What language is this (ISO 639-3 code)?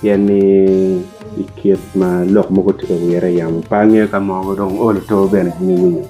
ach